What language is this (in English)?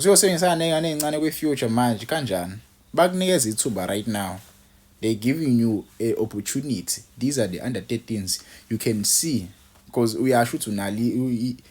Zulu